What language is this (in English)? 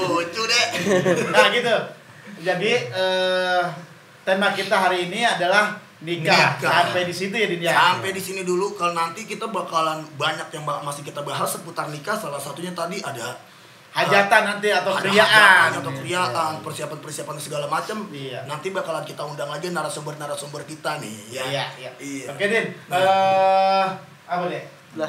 Betawi